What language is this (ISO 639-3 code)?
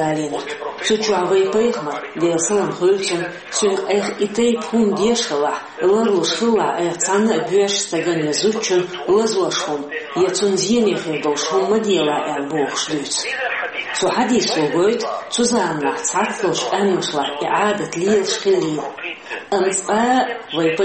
che